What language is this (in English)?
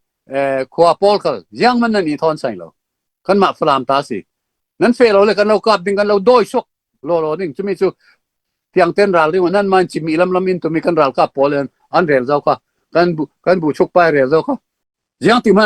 Falam Chin